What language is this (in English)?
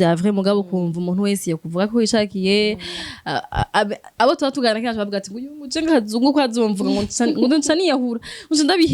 Rundi